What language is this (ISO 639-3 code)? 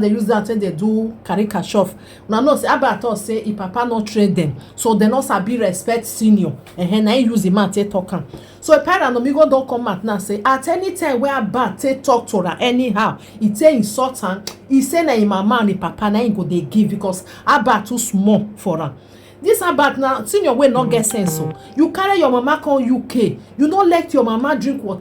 pcm